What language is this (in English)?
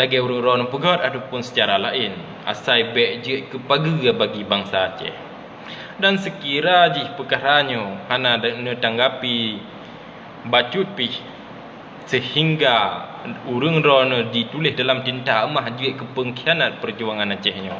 Achinese